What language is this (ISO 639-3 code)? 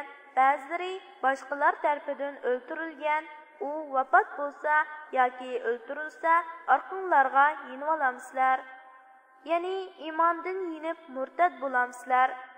uig